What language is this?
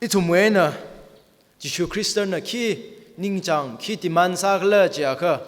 Tangkhul Naga (India)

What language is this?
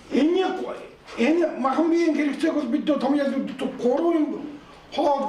Mongolian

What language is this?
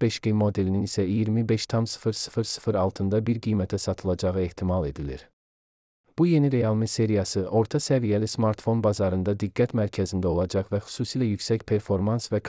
Azerbaijani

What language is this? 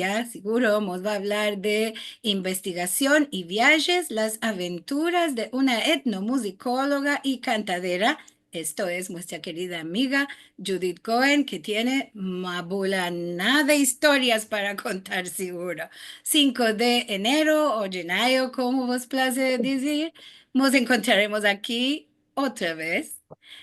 Ladino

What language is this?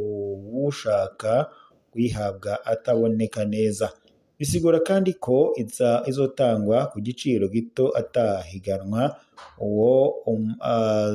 Rundi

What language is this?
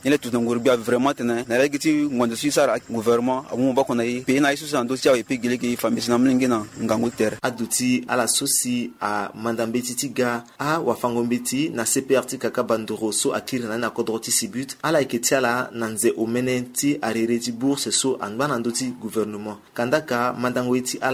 Sango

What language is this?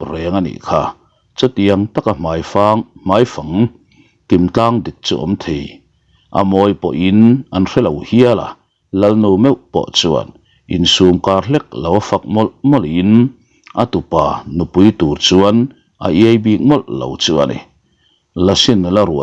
Mizo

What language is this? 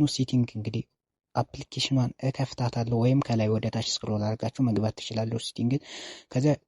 Amharic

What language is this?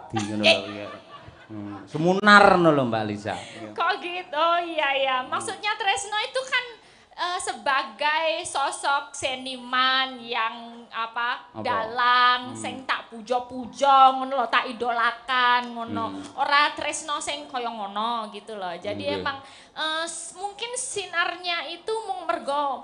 Javanese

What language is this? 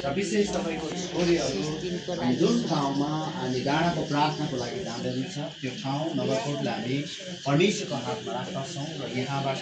Nepali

